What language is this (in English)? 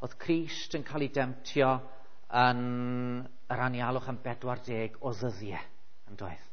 Welsh